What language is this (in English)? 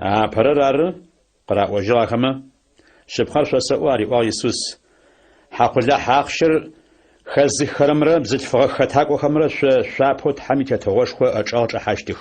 Adyghe